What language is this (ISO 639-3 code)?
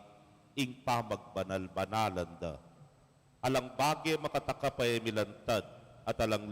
pam